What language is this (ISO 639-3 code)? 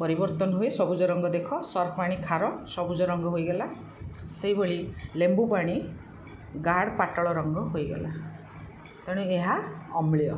ori